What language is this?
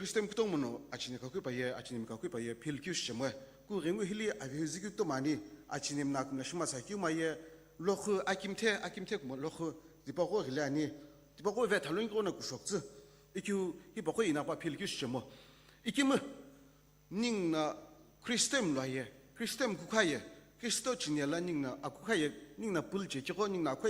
Sumi Naga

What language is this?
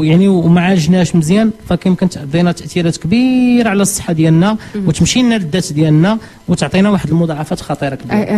Moroccan Arabic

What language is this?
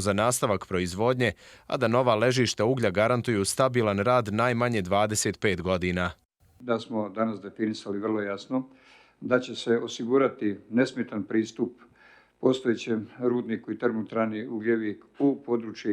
Bosnian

